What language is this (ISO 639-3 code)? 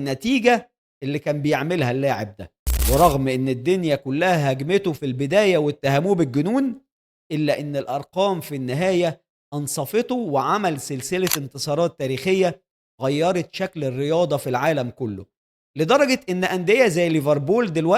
arz